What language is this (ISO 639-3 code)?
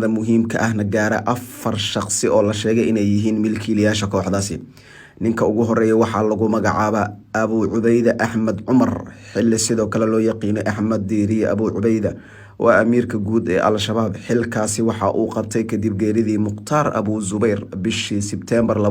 som